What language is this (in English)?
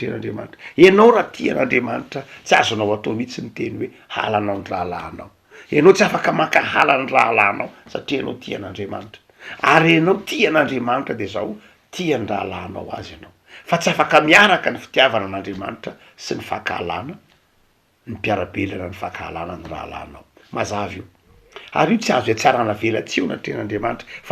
Malagasy